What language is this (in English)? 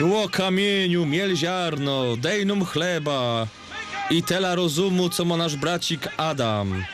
Silesian